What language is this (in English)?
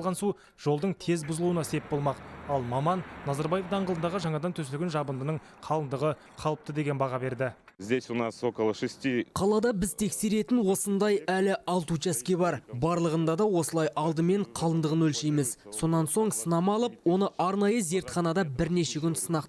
Kazakh